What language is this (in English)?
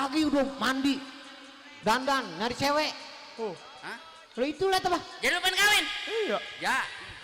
Betawi